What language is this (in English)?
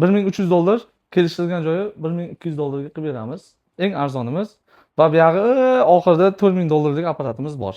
Uzbek